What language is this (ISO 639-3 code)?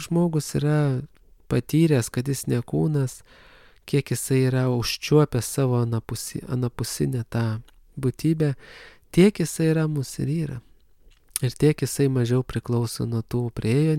lit